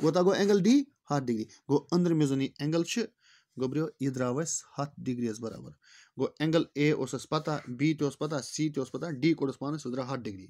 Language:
Kashmiri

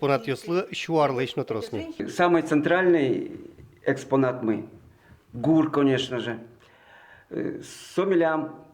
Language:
Udmurt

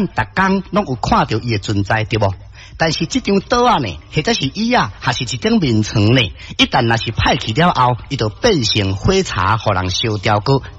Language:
Min Nan Chinese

